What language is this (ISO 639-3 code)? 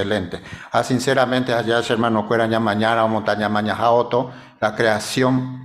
grn